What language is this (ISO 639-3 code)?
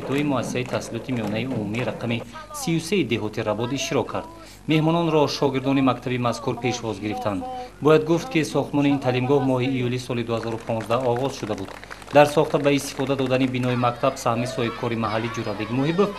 tgk